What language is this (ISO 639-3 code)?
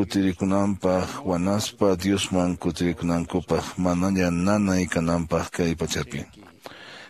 que